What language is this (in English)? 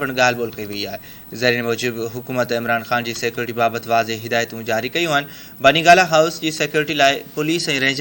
Sindhi